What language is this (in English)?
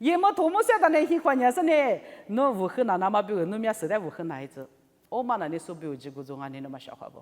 Lisu